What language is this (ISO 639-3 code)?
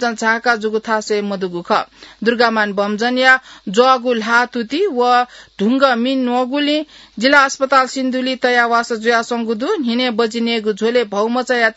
new